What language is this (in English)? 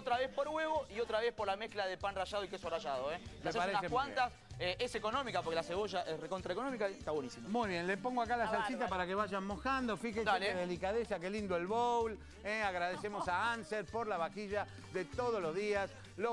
Spanish